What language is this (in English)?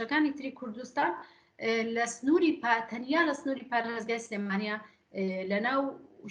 Central Kurdish